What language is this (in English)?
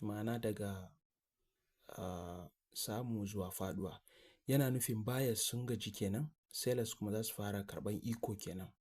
Hausa